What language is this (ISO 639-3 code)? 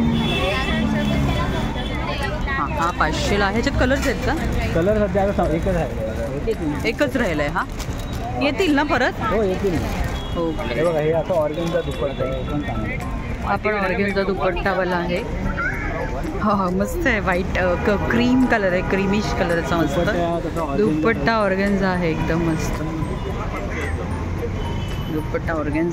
mar